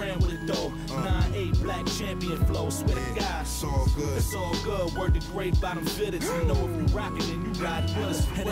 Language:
English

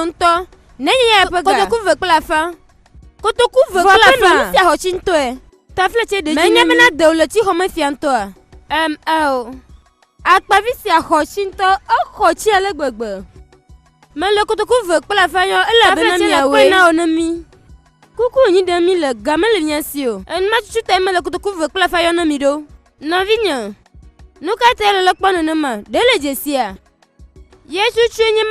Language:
Gen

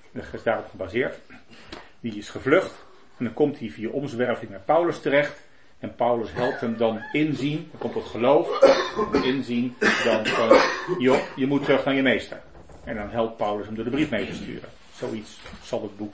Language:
Dutch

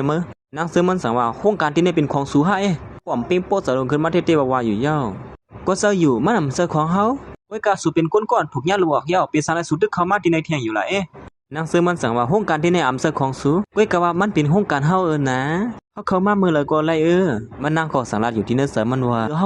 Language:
Shan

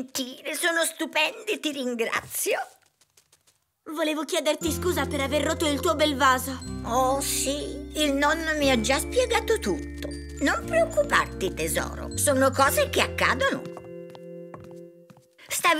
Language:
Italian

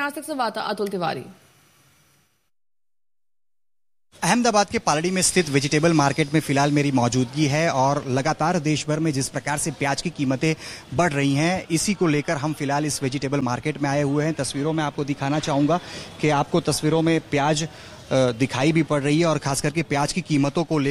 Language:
Hindi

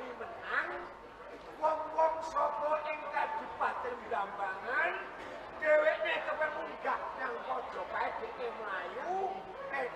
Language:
Javanese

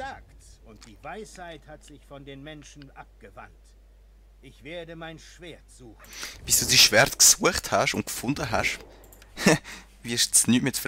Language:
Swiss German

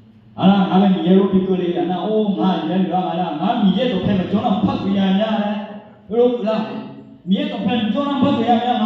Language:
Akha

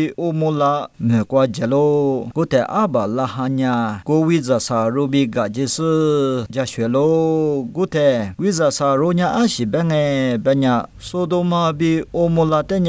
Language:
Lisu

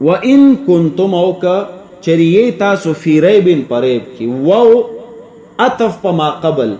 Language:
Pashto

